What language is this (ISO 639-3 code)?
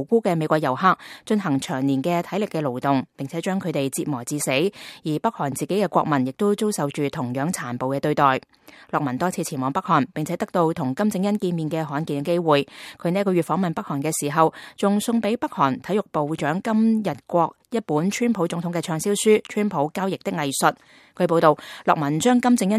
yue